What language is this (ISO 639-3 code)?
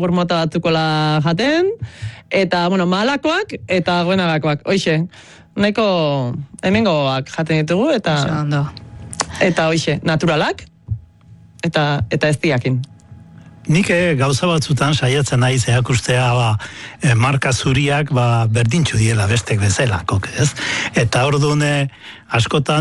eus